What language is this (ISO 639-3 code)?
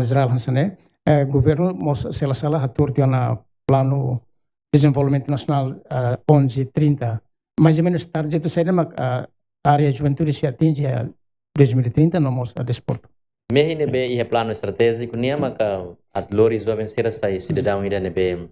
tet